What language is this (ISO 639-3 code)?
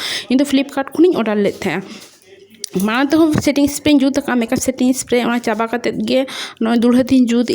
sat